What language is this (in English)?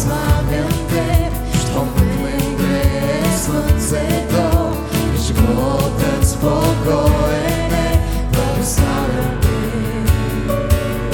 Bulgarian